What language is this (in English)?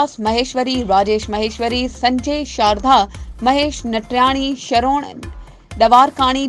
Sindhi